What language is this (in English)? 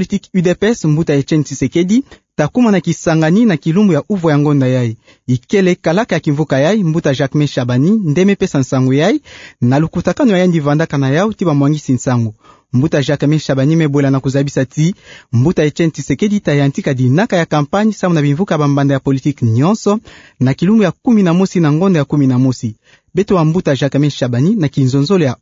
Kituba (Democratic Republic of Congo)